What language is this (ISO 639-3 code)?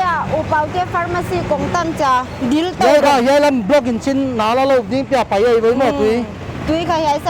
pck